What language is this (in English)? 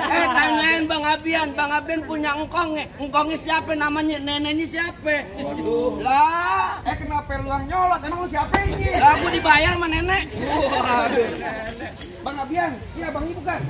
Betawi